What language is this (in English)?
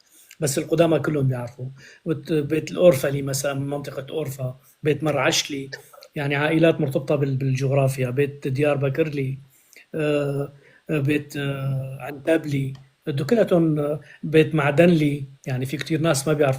North Levantine Arabic